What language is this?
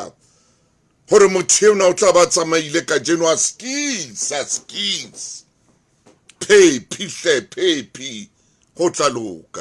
Southern Sotho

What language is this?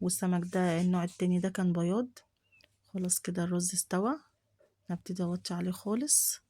Egyptian Arabic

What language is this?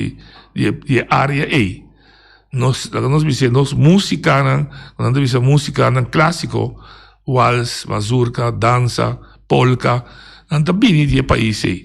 Papiamento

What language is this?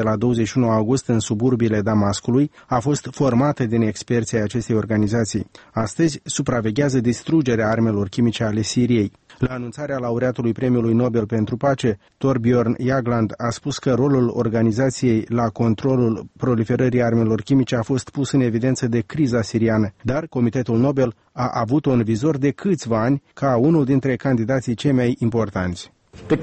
Romanian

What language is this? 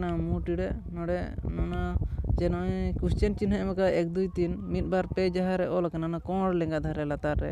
Santali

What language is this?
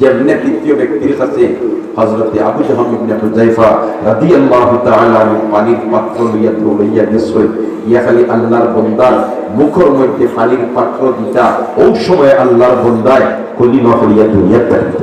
Sylheti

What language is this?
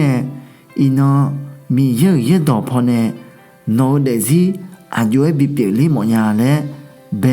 Akha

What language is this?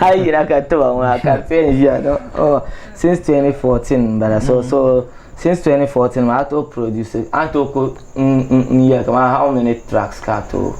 Dagbani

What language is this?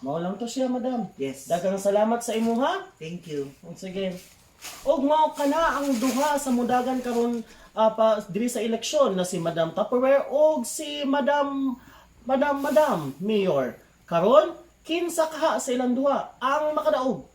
Cebuano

